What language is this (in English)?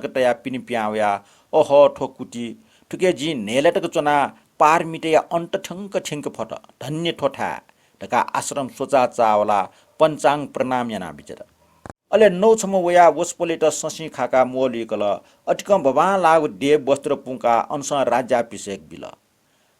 Newari